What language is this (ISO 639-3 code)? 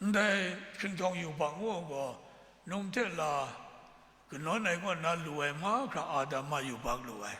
kac